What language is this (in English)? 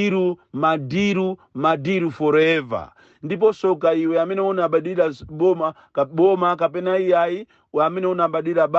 Nyanja